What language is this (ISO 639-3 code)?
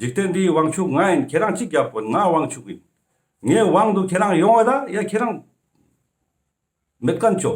lbj